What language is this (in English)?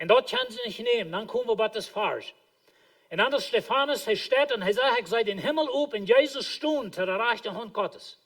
Plautdietsch